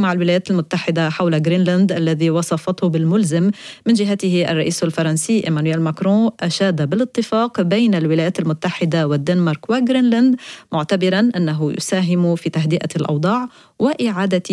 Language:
Arabic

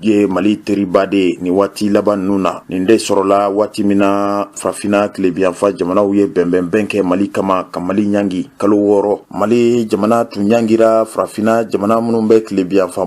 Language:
Bambara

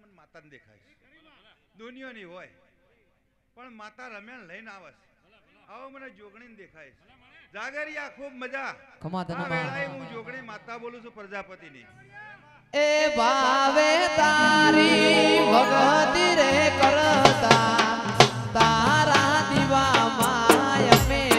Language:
Gujarati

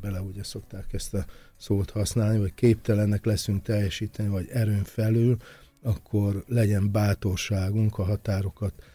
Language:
Hungarian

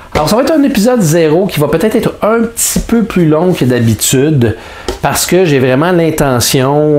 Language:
French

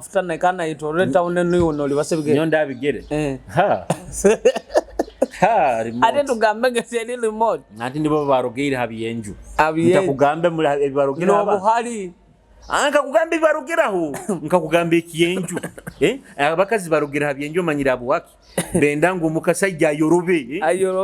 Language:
Nyoro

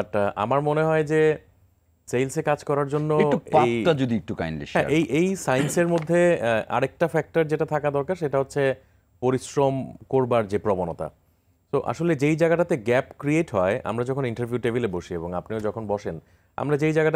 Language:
Bangla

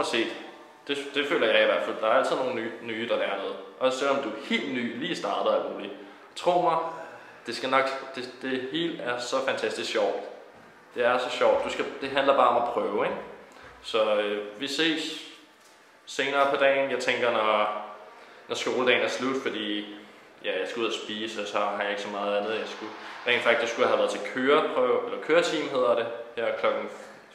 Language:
Danish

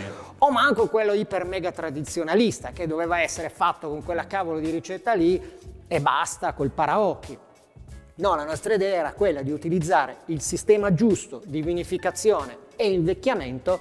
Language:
Italian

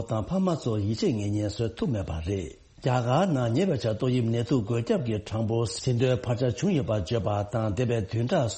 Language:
Tibetan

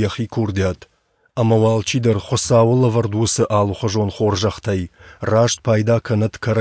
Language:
Ossetic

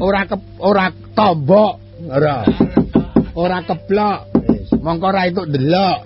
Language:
Javanese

